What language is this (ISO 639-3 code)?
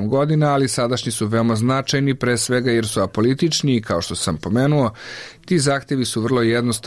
srp